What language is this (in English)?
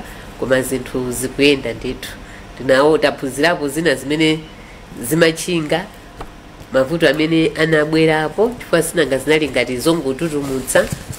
Nyanja